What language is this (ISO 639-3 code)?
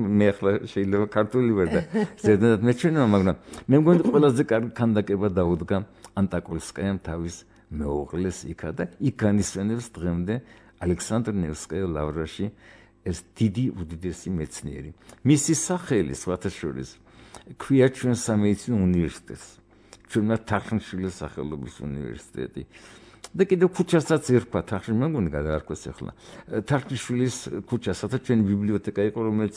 kat